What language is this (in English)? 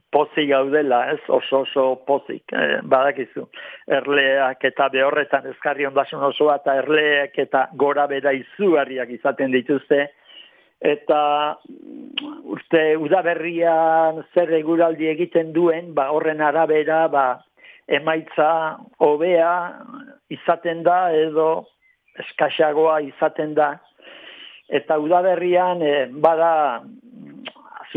Basque